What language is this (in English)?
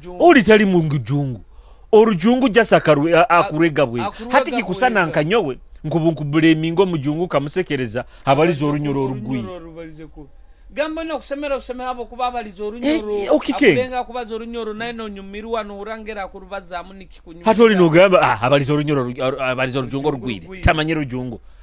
Nyoro